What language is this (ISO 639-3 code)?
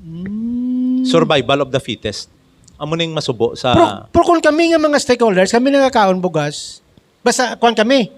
hil